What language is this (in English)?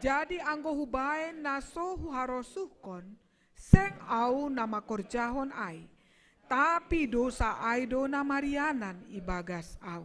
Batak Simalungun